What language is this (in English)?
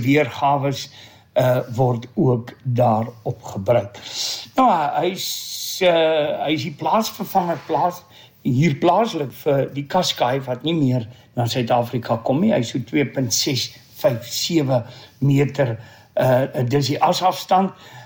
Afrikaans